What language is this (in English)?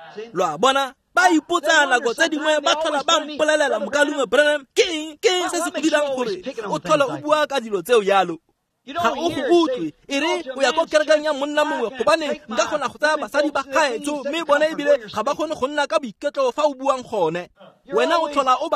Tswana